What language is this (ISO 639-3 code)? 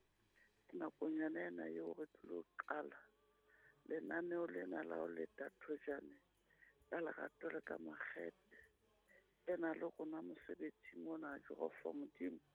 sot